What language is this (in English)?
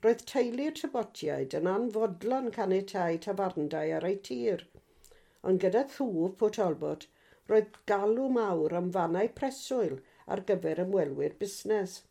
Welsh